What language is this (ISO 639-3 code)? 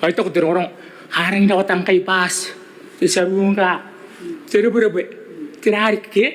gil